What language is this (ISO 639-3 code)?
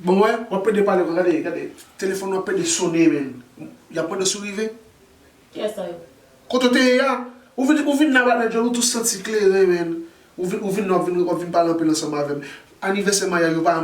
hat